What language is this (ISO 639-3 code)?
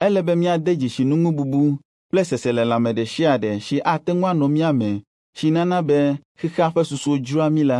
ewe